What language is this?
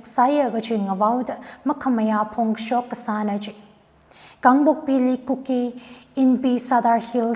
Tangkhul Naga (India)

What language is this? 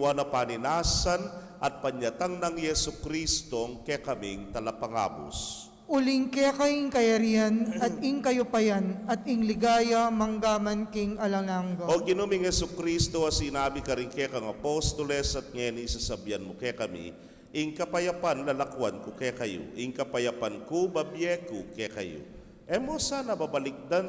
Pampanga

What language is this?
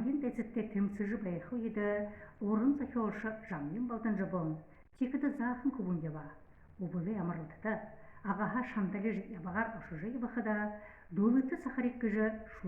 Buriat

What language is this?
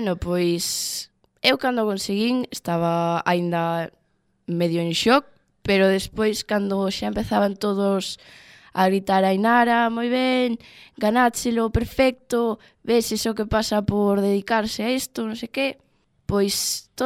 Galician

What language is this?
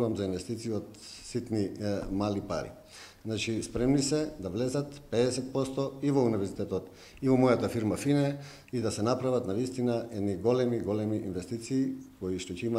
Macedonian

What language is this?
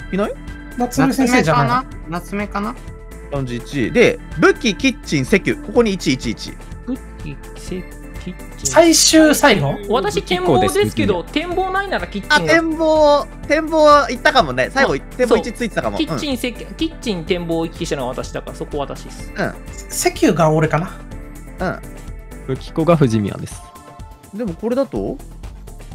Japanese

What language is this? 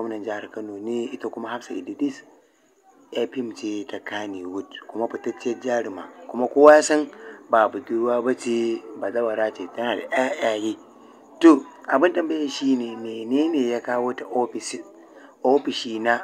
Hausa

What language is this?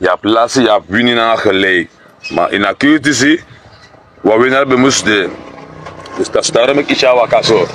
Sranan Tongo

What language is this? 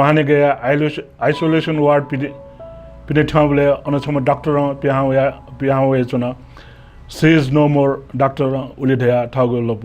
Newari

